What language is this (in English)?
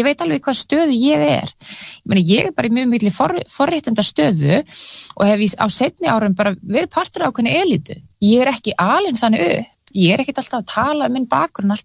Icelandic